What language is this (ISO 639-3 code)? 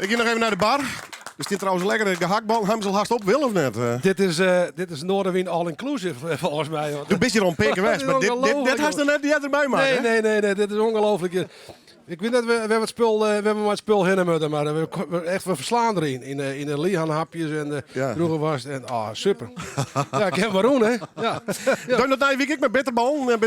fry